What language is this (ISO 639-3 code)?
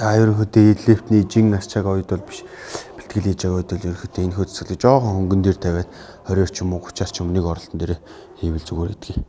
mon